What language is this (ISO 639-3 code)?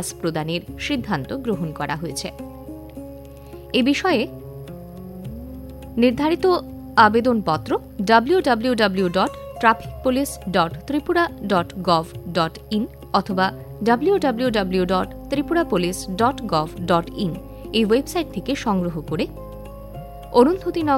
ben